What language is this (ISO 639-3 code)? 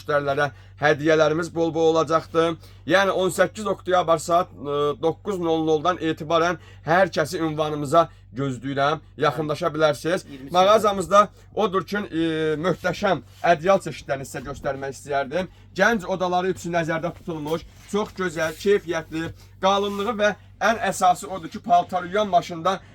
aze